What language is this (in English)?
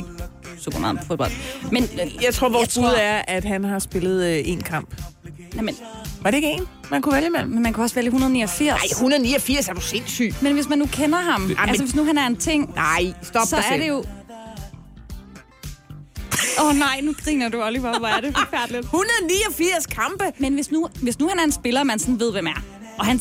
Danish